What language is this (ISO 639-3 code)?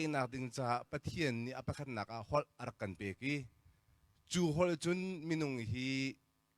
cnh